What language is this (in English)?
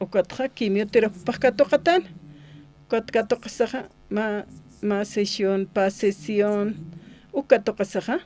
Aymara